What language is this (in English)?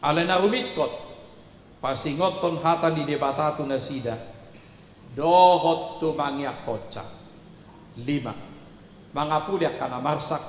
Batak Toba